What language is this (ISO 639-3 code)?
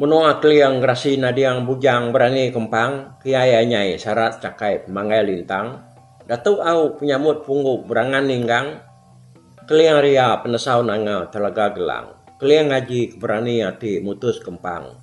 iba